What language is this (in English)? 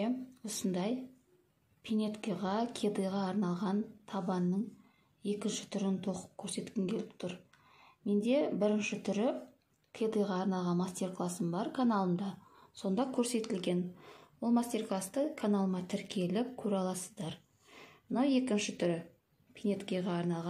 Kazakh